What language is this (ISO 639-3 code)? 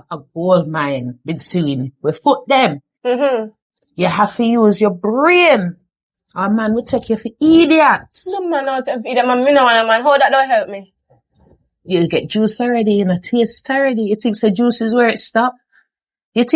jam